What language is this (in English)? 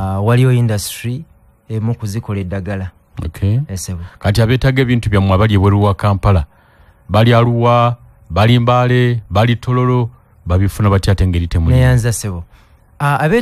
Ganda